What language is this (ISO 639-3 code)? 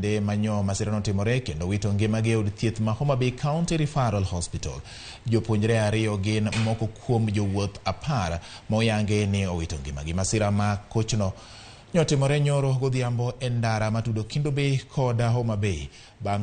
luo